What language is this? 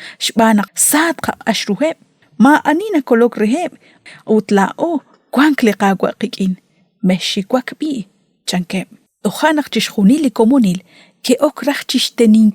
Kekchí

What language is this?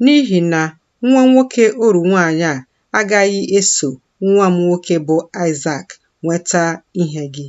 Igbo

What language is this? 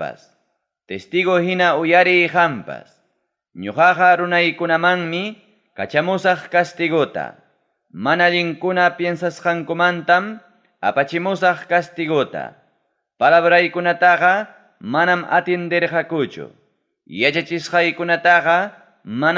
Ayacucho Quechua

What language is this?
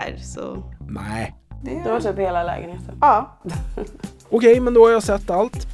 Swedish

